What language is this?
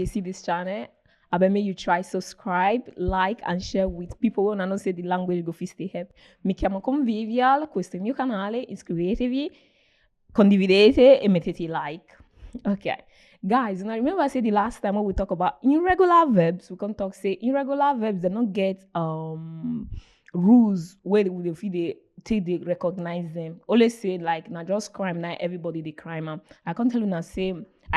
Nigerian Pidgin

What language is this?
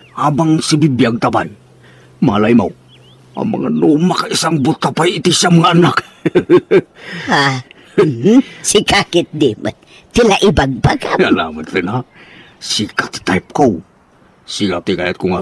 Iloko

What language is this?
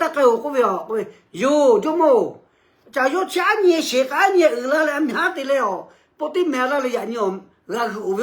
Lahu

